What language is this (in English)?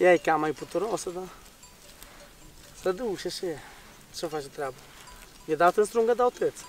Romanian